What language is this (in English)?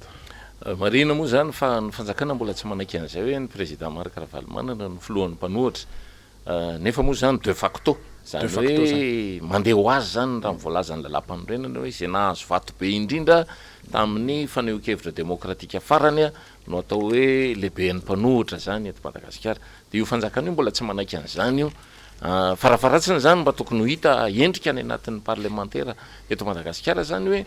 Malagasy